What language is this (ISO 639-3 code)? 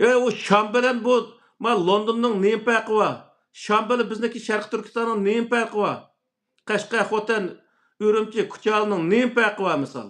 uig